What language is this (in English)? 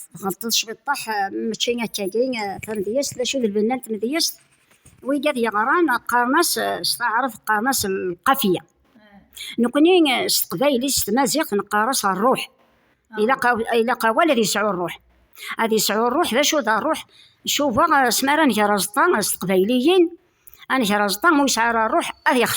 Kabyle